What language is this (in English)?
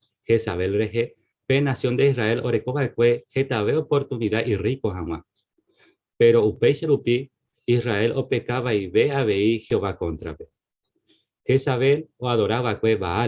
Guarani